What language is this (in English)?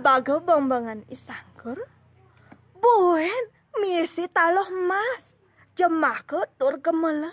Balinese